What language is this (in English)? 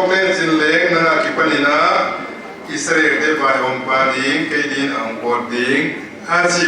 Paite Chin